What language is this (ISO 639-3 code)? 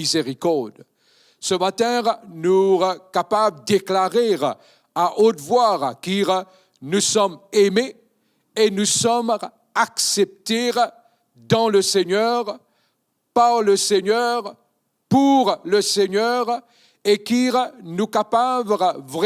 mfe